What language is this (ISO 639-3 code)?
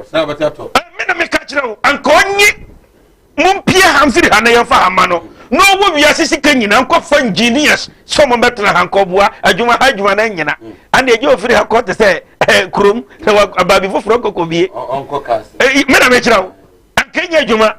aka